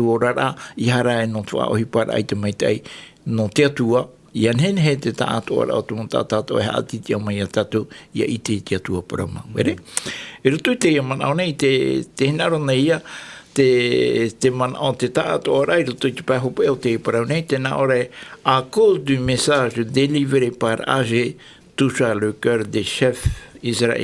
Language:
Tahitian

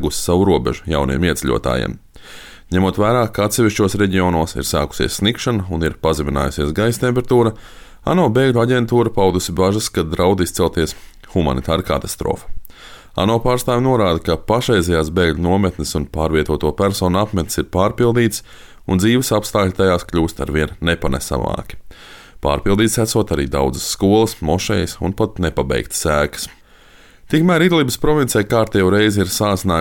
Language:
Latvian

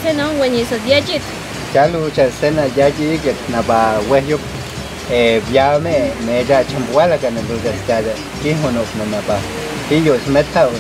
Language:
Páez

